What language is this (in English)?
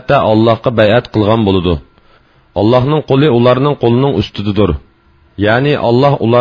Uyghur